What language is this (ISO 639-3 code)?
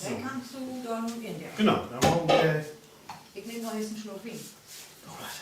nds